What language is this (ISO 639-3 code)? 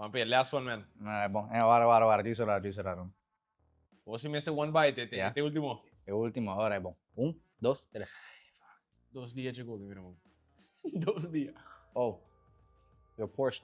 pap